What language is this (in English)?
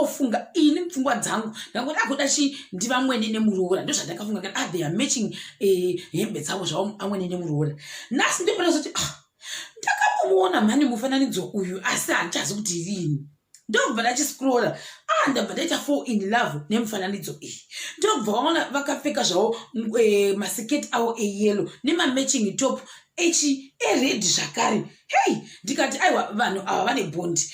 Shona